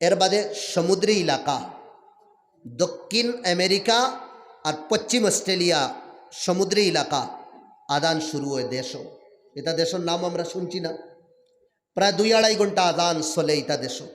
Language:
Sylheti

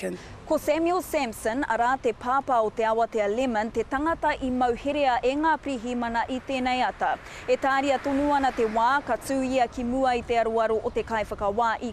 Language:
Māori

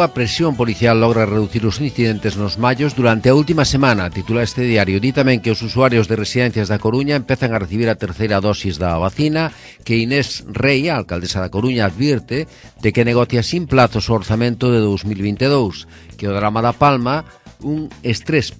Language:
Galician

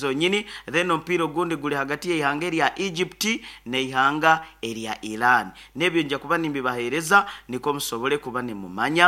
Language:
Nyoro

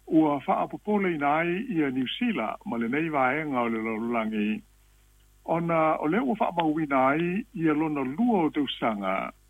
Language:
Samoan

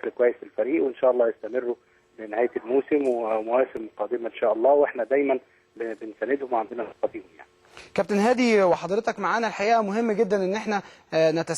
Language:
Egyptian Arabic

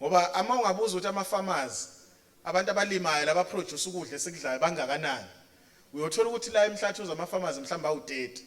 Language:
Zulu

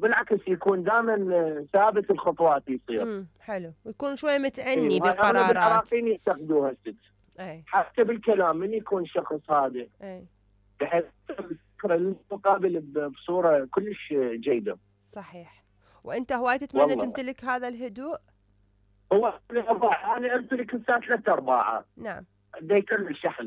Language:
Mesopotamian Arabic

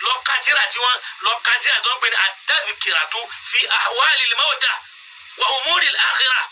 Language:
Yoruba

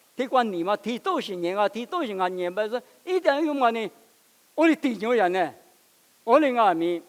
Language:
Lisu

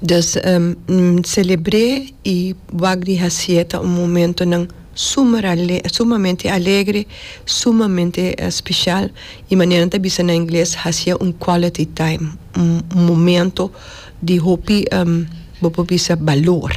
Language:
Papiamento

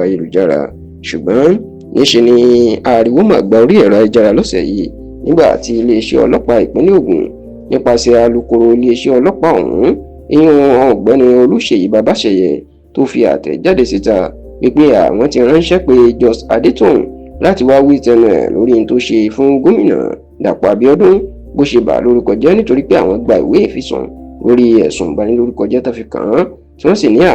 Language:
Yoruba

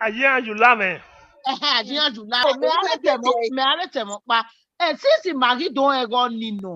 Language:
Bini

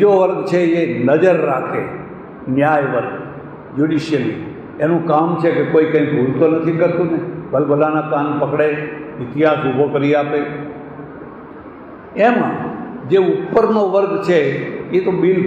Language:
Gujarati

